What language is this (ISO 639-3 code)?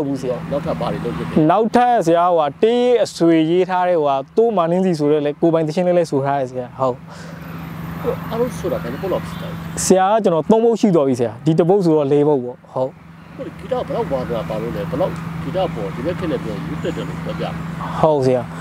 mya